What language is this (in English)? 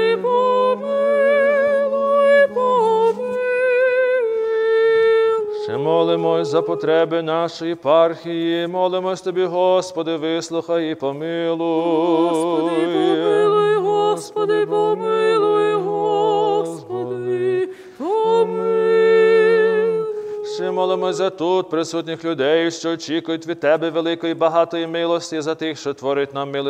Ukrainian